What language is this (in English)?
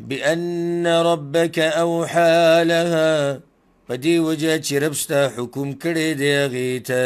Pashto